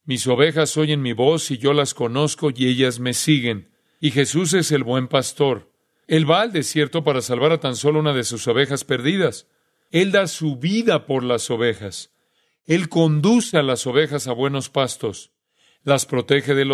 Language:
Spanish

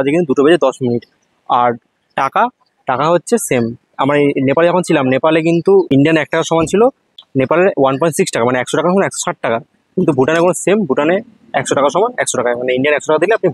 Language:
Bangla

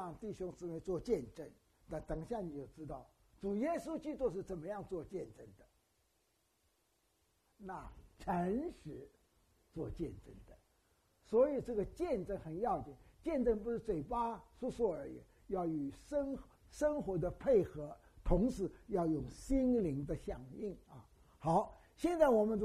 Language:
Chinese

